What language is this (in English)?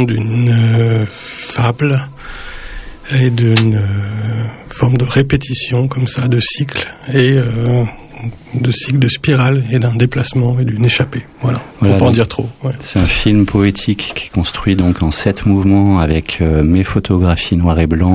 French